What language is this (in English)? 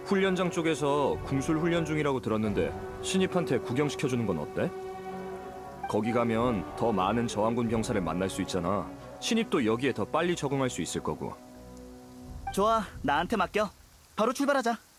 Korean